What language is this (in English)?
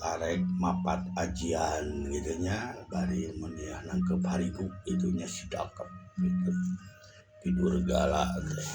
Sundanese